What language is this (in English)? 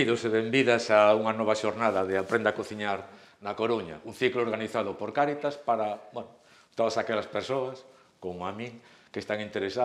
Galician